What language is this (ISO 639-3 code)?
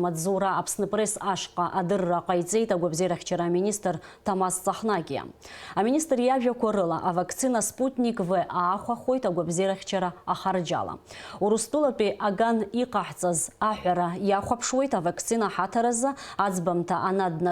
abk